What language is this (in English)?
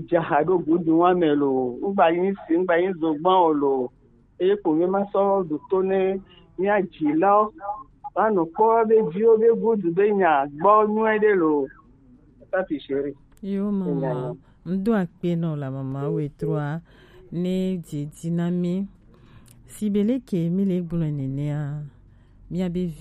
Gen